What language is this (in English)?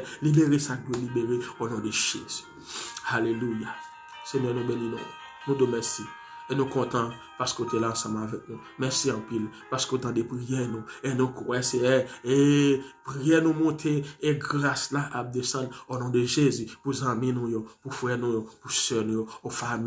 Haitian Creole